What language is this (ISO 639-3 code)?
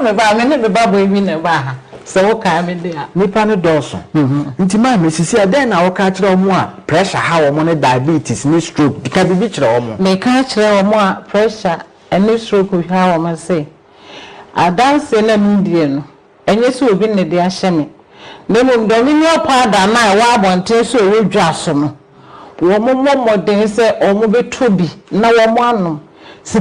aka